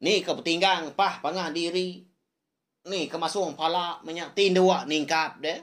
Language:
Iban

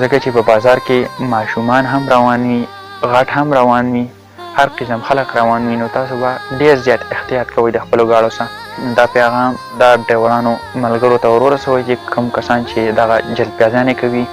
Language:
Pashto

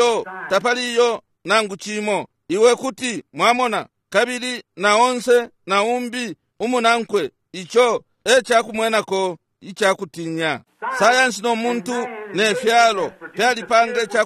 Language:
Bemba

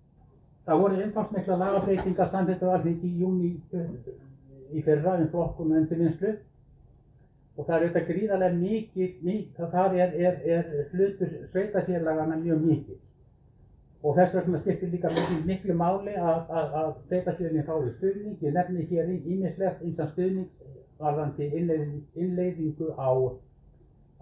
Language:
Icelandic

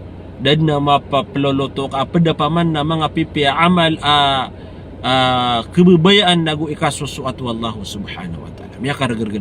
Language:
Maranao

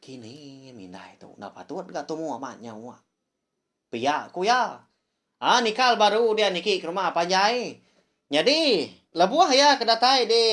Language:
Iban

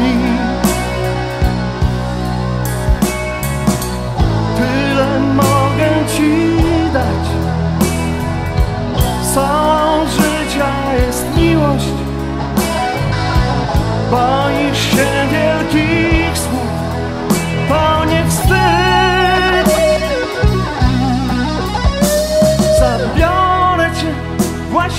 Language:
Polish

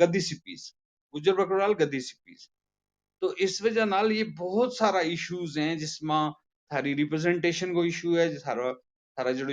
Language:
Gujari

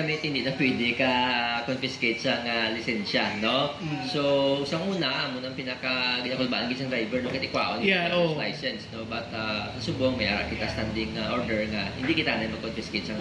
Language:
Hiligaynon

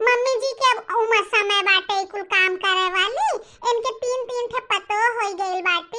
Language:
Bhojpuri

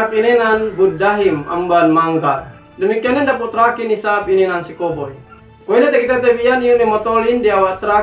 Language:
Yakan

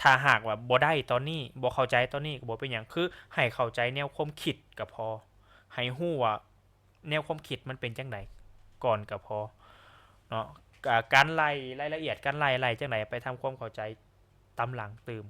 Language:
Lao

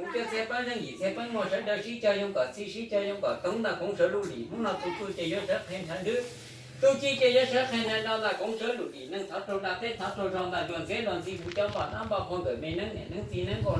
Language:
Hmong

